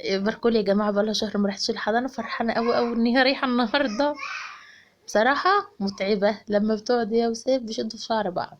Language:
Egyptian Arabic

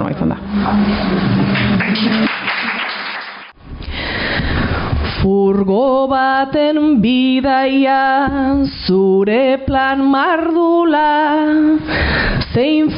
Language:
Basque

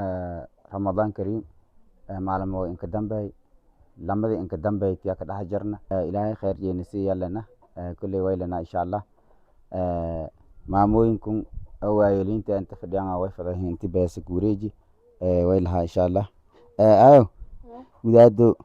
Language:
Somali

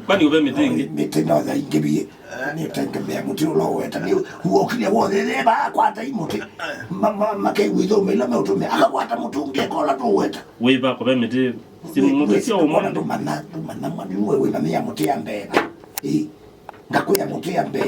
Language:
Kamba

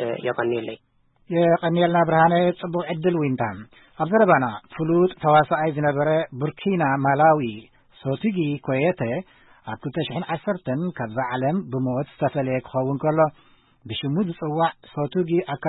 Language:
Tigrinya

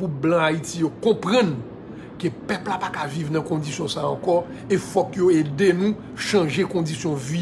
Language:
Haitian Creole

